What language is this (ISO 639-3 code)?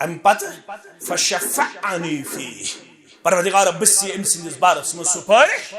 kas